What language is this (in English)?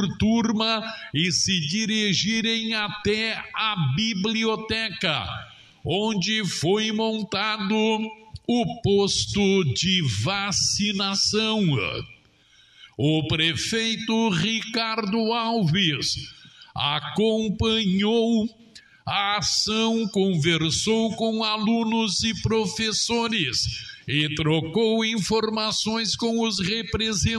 Portuguese